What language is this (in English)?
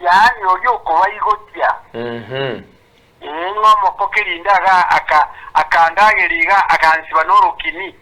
Gusii